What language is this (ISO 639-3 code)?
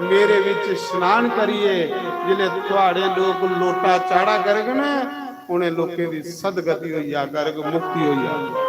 doi